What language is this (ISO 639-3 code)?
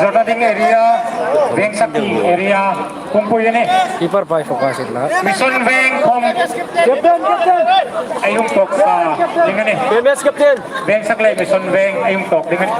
hmr